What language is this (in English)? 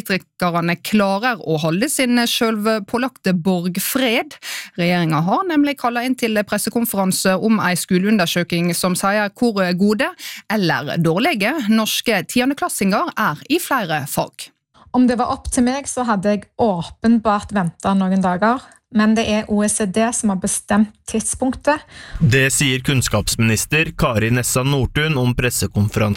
Norwegian